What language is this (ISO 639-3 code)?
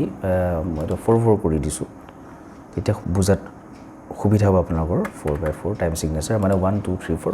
asm